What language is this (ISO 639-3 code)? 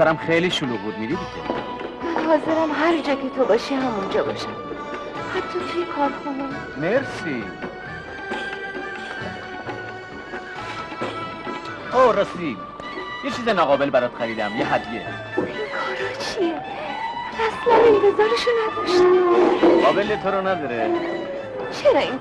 fas